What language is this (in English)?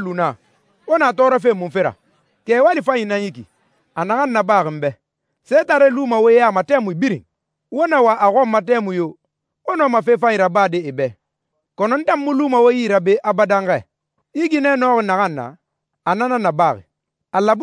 Susu